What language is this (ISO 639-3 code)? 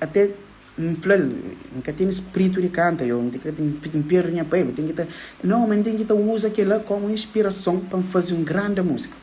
kea